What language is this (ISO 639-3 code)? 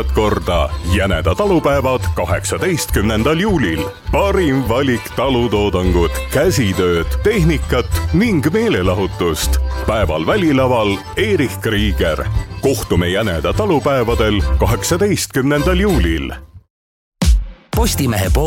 est